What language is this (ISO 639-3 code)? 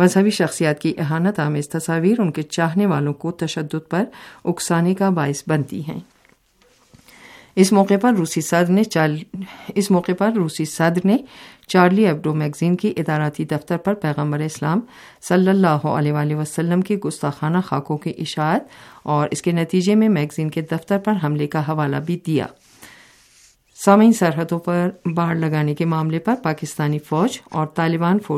urd